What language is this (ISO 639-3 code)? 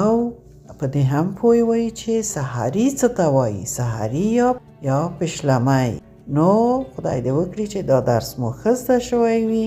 pus